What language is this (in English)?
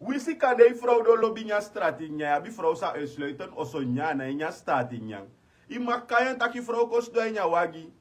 Sranan Tongo